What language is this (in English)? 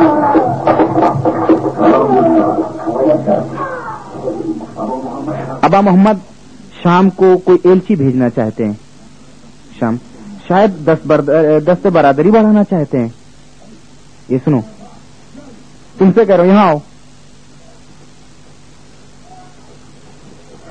Urdu